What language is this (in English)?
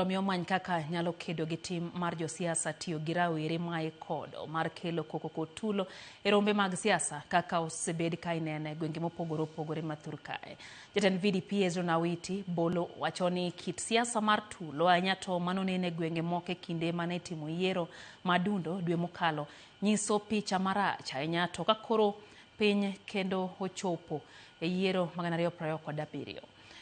Luo (Kenya and Tanzania)